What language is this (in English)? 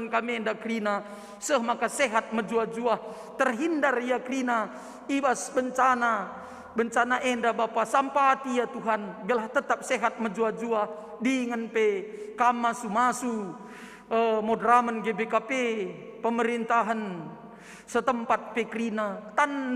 Batak Karo